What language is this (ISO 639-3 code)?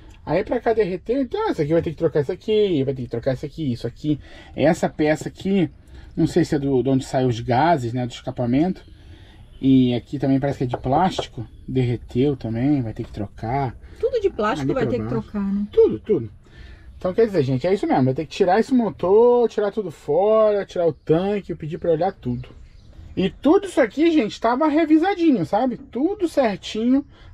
por